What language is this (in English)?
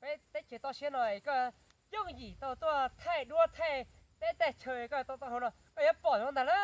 Hmong